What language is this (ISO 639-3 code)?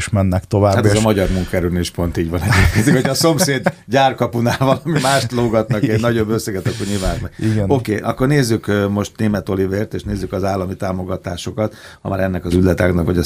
hun